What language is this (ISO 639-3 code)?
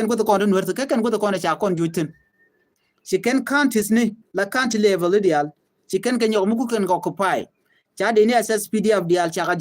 nus